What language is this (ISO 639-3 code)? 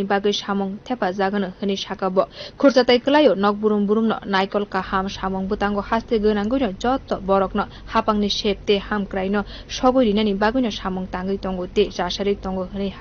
trp